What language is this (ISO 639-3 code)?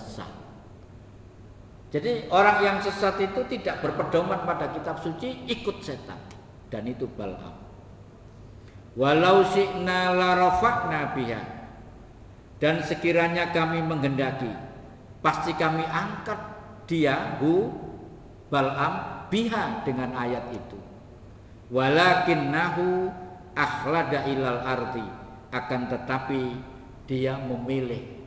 ind